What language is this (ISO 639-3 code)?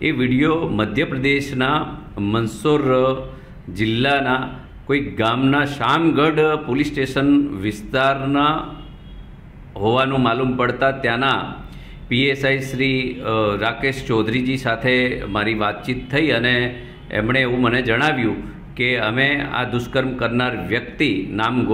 guj